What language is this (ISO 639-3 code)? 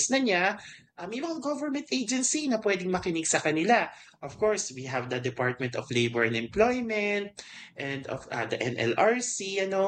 fil